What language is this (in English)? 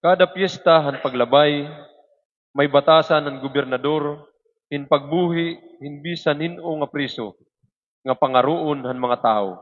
Waray